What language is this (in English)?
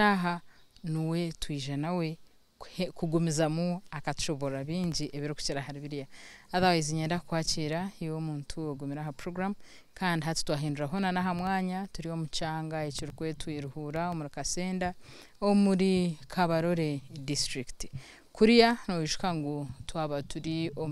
Nyankole